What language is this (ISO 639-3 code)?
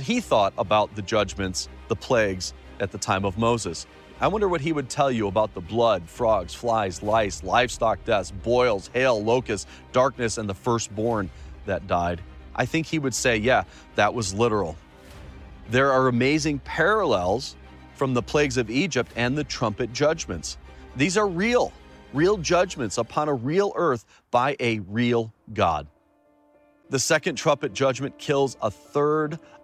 eng